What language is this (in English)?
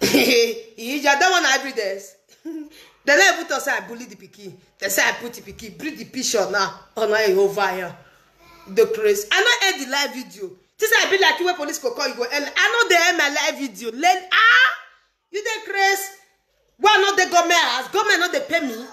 Nigerian Pidgin